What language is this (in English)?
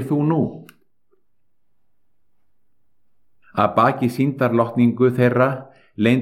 Icelandic